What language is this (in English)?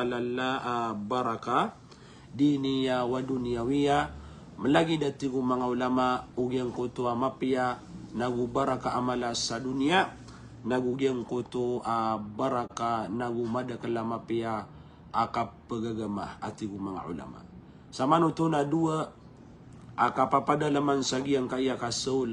Maranao